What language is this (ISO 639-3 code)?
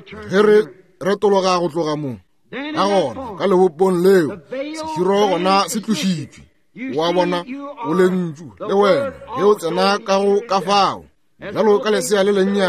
nso